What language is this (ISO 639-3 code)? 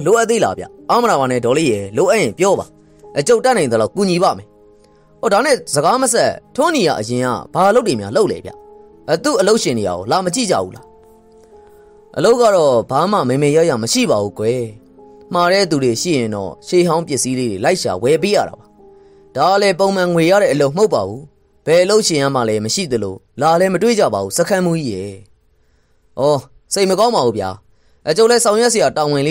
mya